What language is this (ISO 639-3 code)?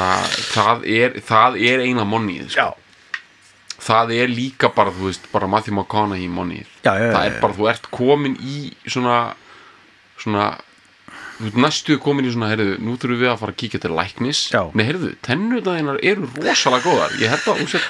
isl